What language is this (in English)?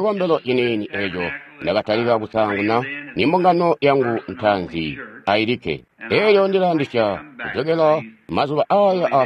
Tonga (Zambia)